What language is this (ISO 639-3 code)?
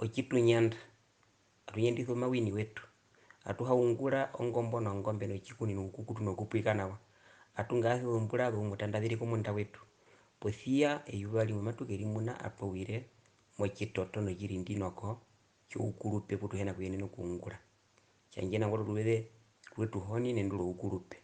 her